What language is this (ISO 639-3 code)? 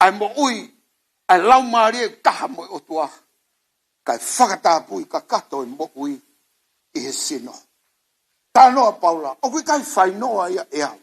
ton